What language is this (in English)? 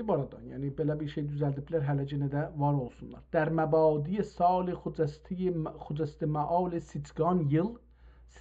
South Azerbaijani